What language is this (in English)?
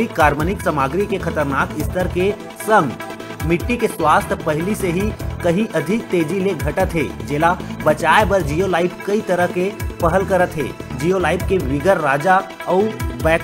Chhattisgarhi